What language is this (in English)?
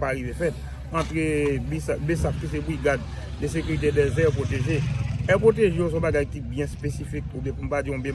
Haitian Creole